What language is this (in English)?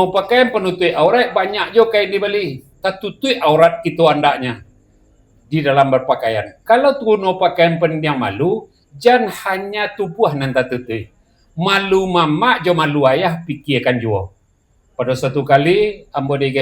Minangkabau